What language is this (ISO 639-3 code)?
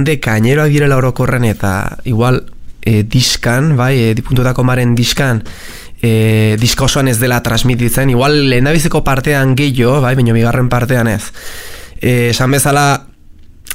eus